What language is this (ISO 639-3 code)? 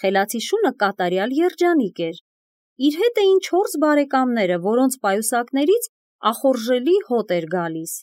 hye